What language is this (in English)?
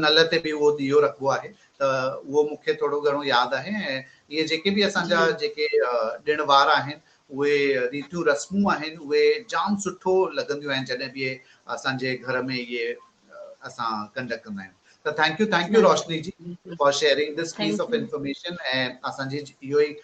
Sindhi